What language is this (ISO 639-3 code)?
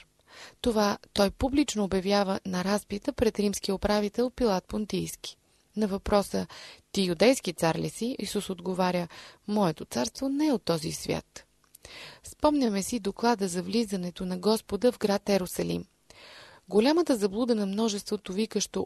bul